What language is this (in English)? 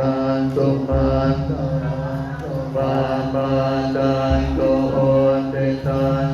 Pali